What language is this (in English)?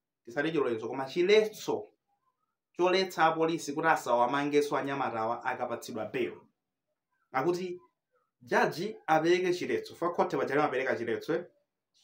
Nyanja